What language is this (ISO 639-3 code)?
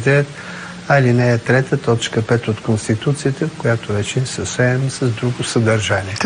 bul